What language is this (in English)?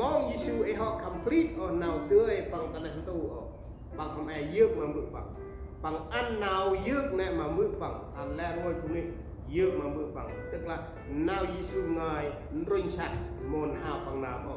Central Mnong